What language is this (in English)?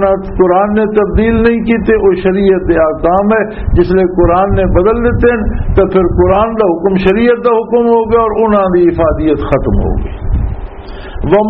Western Panjabi